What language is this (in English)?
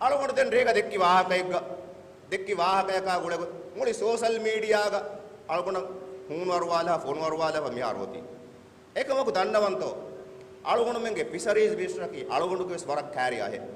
Divehi